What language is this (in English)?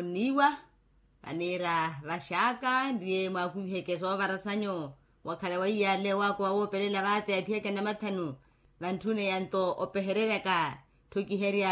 Makhuwa